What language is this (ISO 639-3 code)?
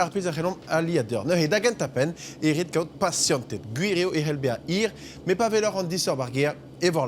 bre